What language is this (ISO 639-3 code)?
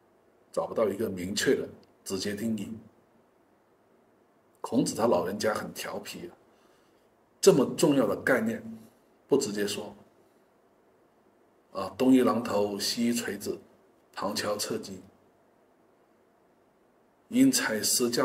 zho